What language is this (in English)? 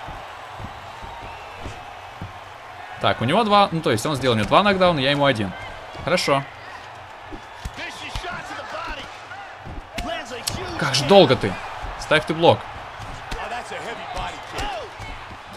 Russian